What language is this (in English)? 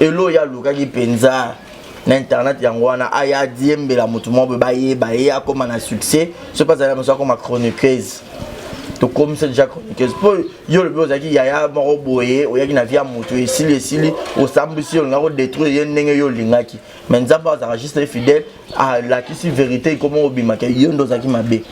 Lingala